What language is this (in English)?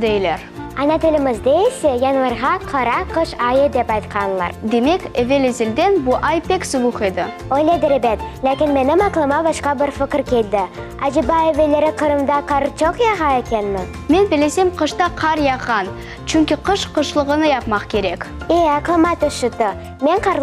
Crimean Tatar